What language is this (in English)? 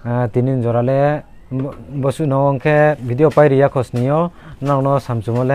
Riang (India)